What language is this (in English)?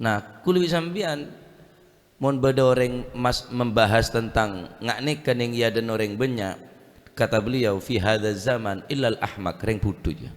Madurese